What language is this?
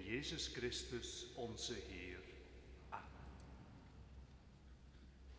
Dutch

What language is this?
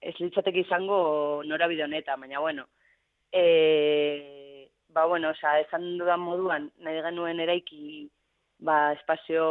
Basque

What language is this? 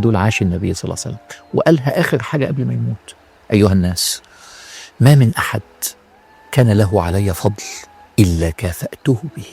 Egyptian Arabic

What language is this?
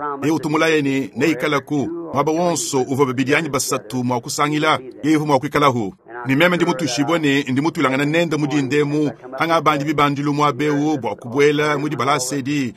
Luba-Lulua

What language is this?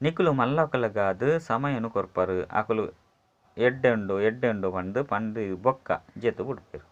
Tulu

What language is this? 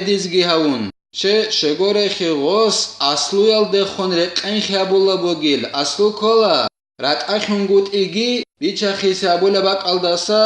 Avaric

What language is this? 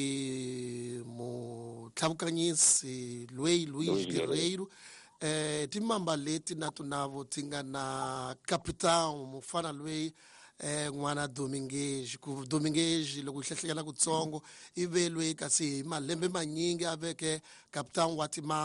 Tsonga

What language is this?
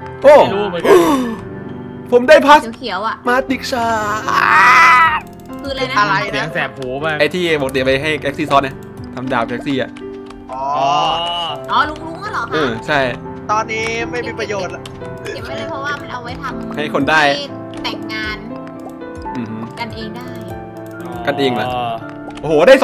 Thai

